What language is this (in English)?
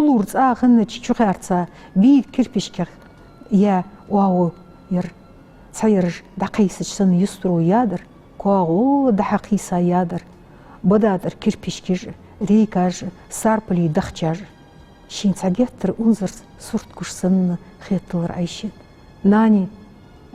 Ingush